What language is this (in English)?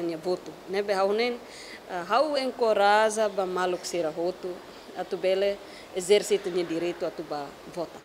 Tetum